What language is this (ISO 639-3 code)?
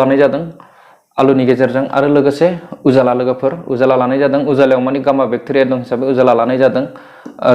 brx